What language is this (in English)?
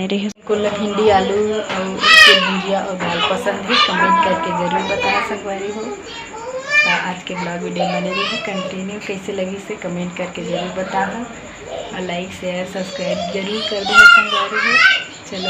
Chhattisgarhi